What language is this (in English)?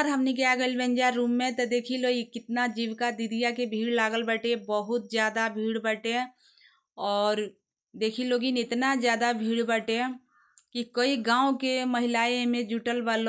Bhojpuri